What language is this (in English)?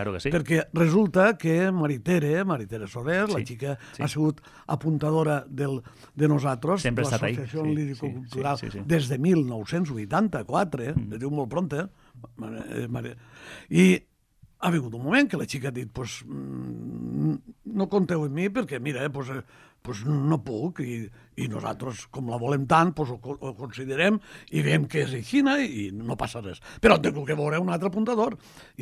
Catalan